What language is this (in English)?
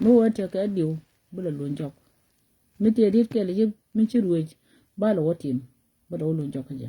Nuer